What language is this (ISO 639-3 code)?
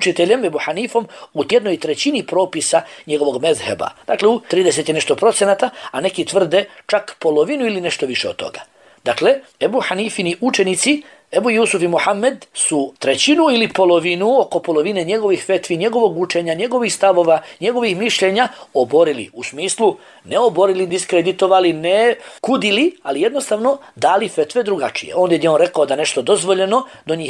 bos